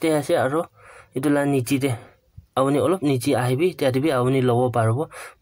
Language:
Naga Pidgin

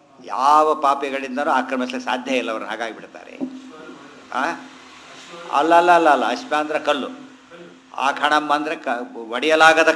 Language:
Kannada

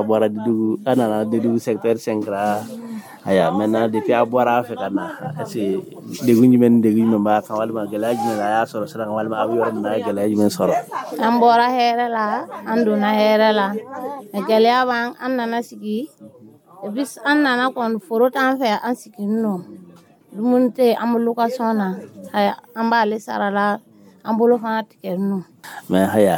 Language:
Dyula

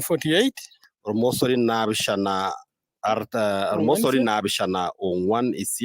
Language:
Masai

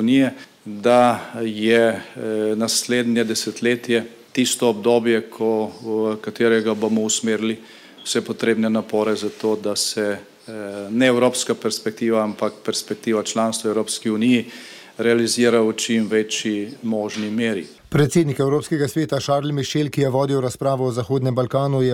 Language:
Slovenian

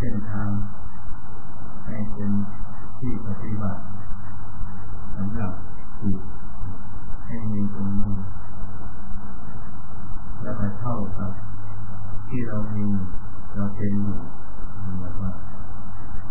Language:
Thai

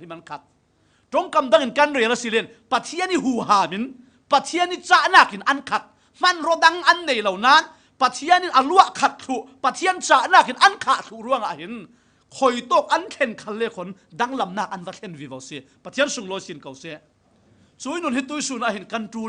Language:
Falam Chin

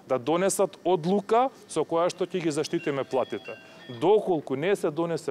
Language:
Macedonian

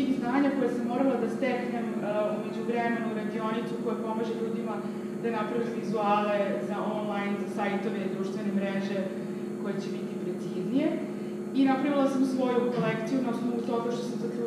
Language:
Serbian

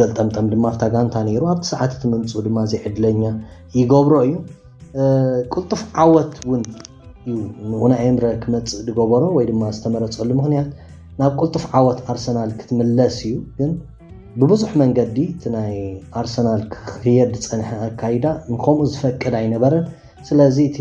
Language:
Tigrinya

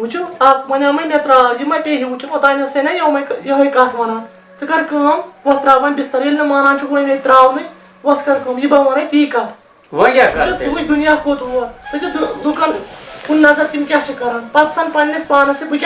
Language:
Kashmiri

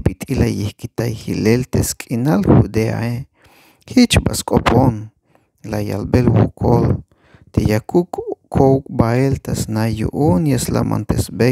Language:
Tzeltal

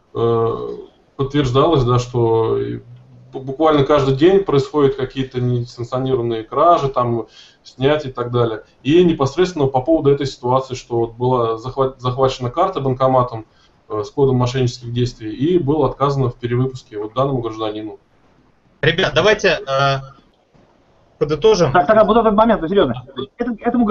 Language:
Russian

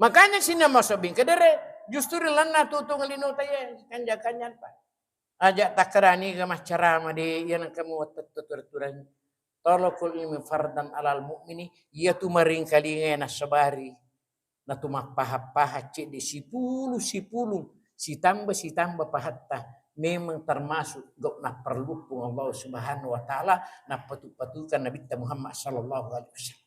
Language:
Buginese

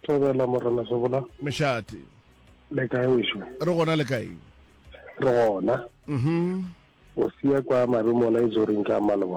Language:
Northern Sotho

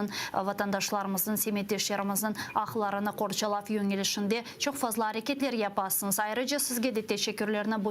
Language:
Crimean Tatar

